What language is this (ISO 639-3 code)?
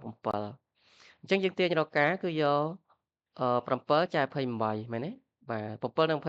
khm